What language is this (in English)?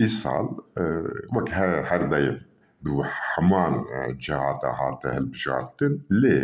Kurdish